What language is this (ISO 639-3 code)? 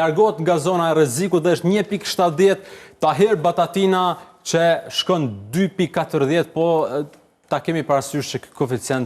sqi